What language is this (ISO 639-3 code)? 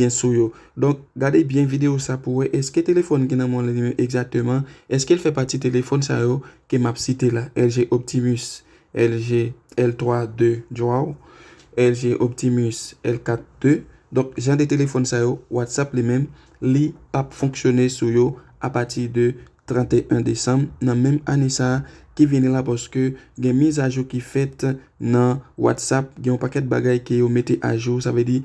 hat